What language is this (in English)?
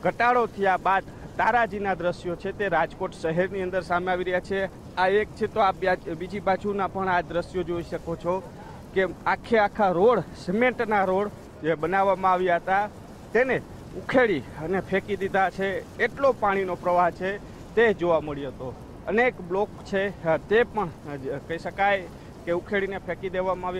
Gujarati